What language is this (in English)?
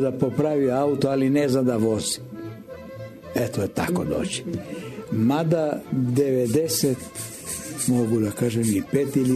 Serbian